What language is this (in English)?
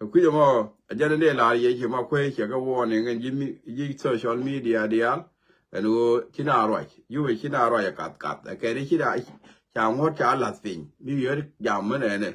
Nuer